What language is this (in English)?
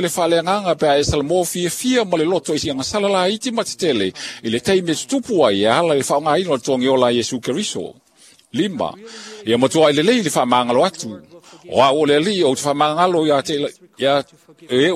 Samoan